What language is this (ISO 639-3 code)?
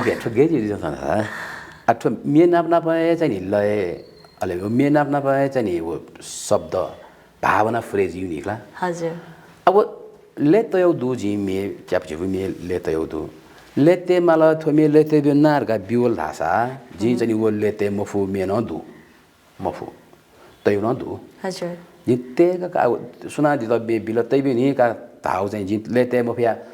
new